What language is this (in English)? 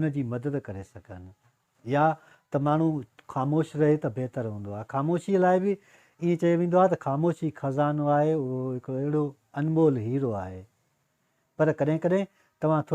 Sindhi